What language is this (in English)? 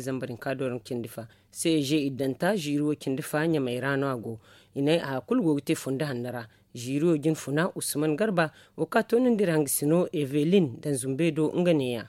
Zarma